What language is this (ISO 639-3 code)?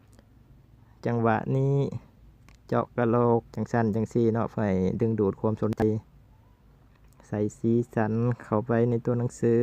lao